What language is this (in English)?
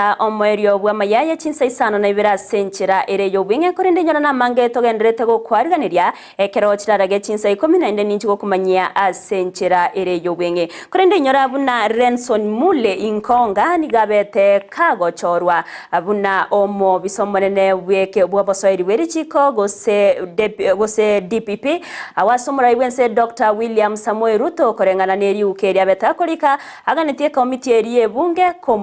Gusii